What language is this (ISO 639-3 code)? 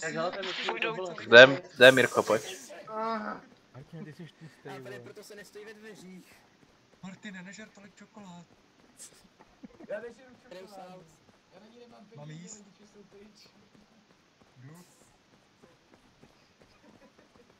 ces